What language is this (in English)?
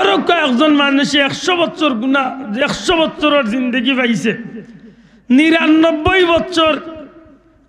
Sylheti